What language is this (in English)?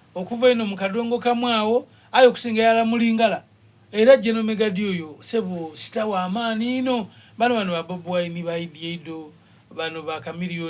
Soga